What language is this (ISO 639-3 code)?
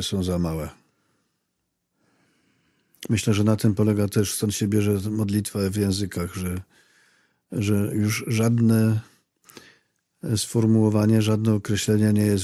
pol